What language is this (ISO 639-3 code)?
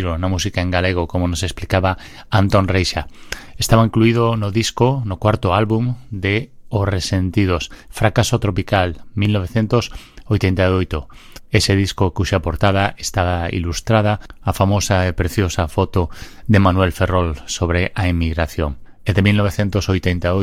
glg